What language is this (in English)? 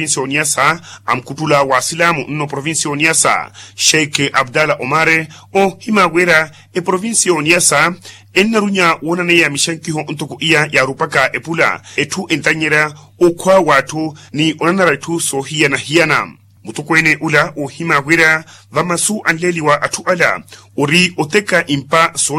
Makhuwa